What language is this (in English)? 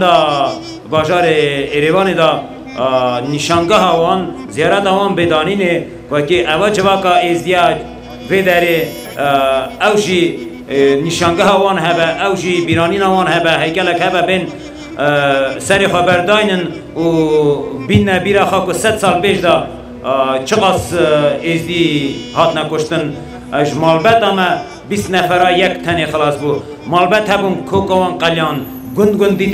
Kurdish